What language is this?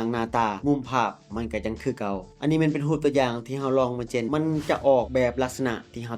Lao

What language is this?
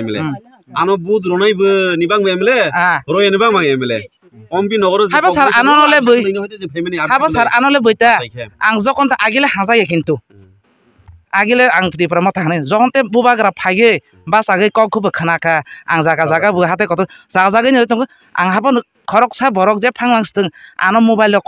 Kok Borok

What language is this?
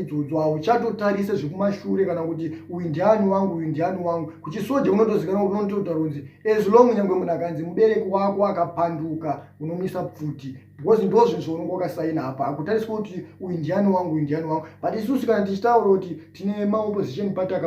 Shona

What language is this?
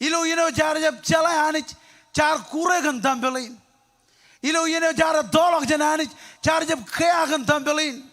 Marshallese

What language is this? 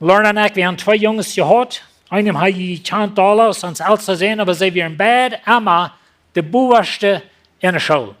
Plautdietsch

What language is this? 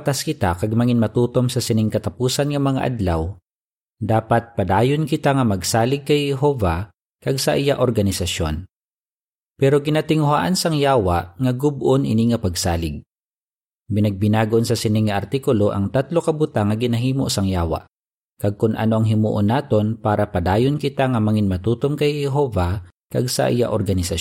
Hiligaynon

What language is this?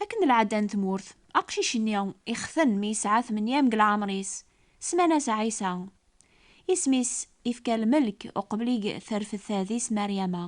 Kabyle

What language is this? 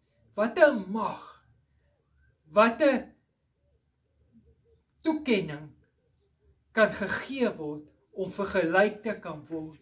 Afrikaans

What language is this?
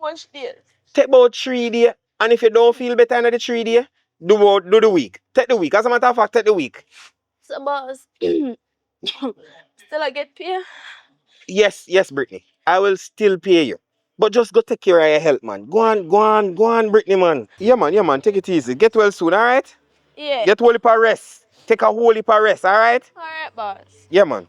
Jamaican Creole English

